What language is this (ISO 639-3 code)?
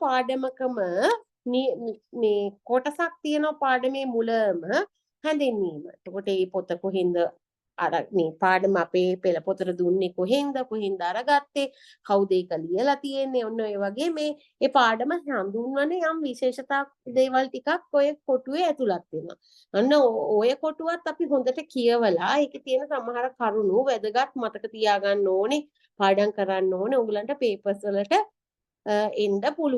sin